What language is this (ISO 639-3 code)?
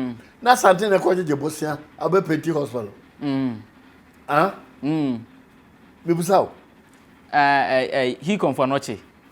aka